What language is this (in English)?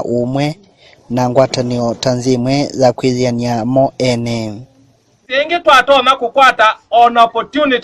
Kamba